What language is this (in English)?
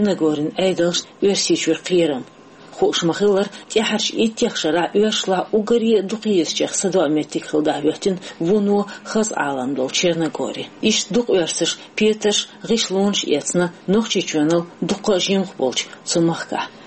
Chechen